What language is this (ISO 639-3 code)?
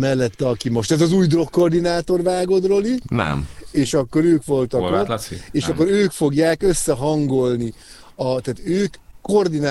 hun